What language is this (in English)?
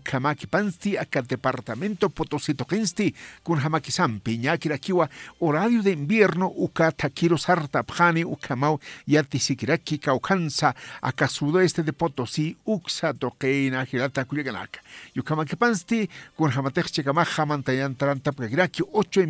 Aymara